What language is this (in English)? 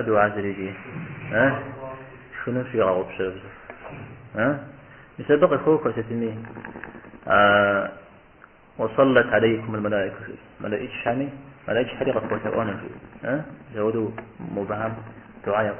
Kabardian